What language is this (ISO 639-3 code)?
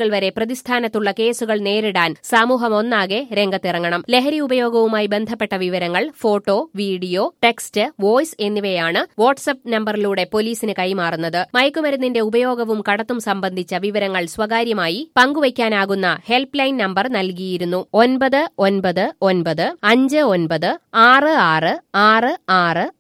mal